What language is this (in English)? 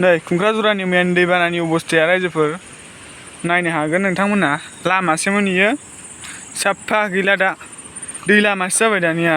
Bodo